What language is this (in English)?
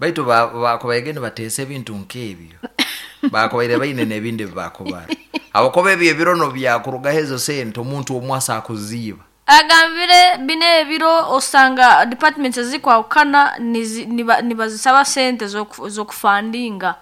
Nyankole